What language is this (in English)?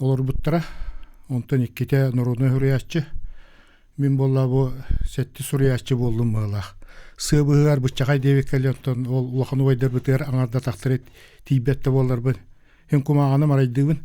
Yakut